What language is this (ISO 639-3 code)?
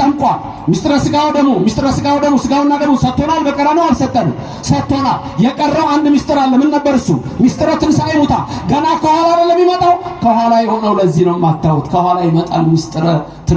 amh